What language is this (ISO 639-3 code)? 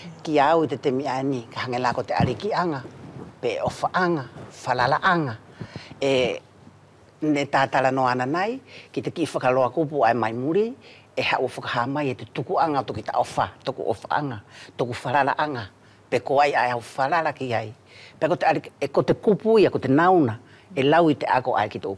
wls